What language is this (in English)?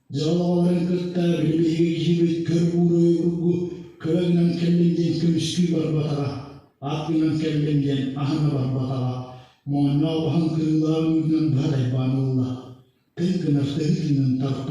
Yakut